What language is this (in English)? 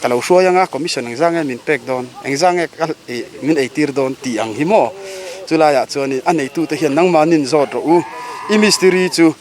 Mizo